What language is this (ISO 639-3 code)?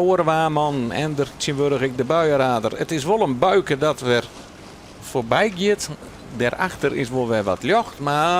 fry